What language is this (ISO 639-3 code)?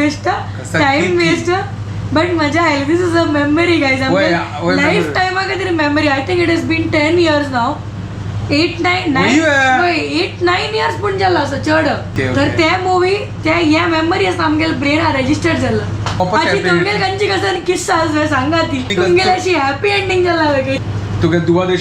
kok